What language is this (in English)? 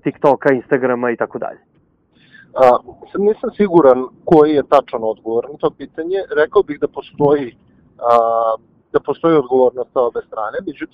Serbian